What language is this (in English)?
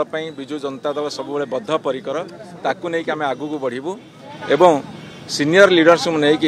Odia